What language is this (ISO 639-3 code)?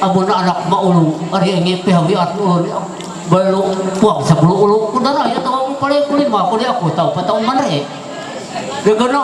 mhy